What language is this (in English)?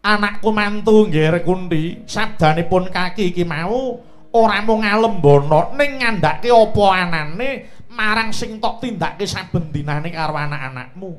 Javanese